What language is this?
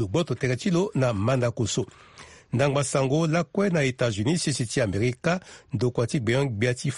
Sango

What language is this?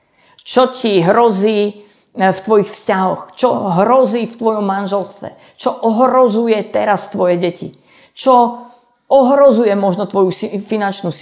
Slovak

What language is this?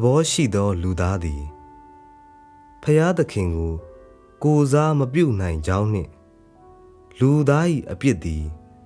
Burmese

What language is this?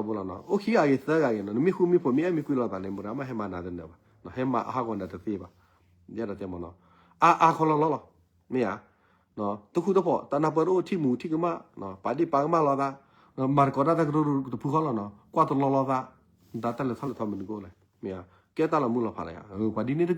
S'gaw Karen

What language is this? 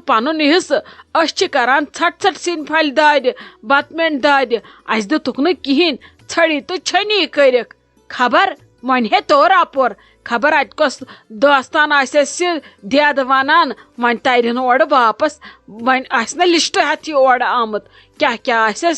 Kashmiri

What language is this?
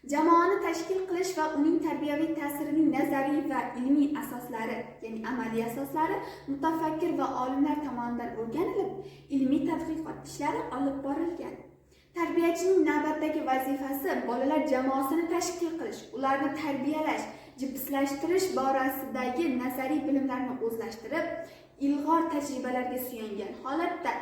Uzbek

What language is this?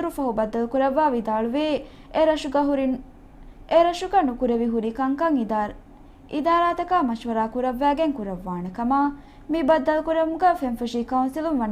Divehi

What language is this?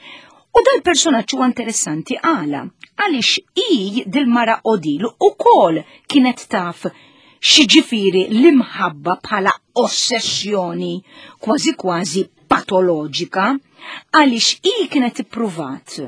Maltese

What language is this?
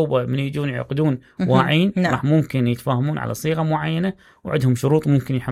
Mesopotamian Arabic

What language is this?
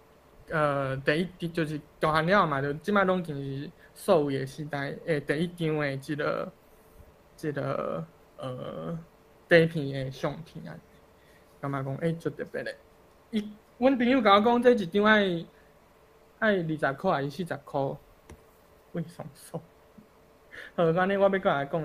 Min Nan Chinese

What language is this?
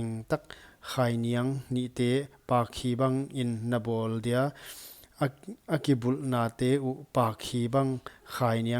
Paite Chin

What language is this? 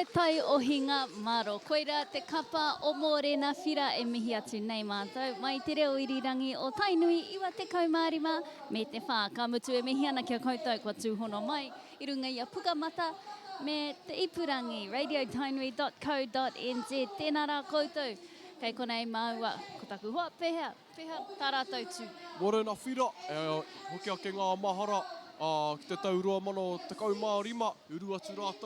Māori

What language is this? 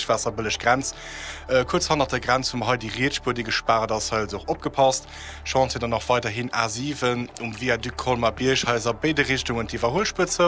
Luxembourgish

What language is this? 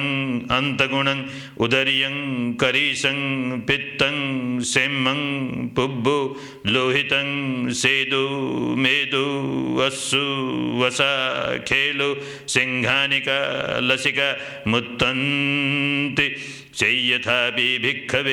Pali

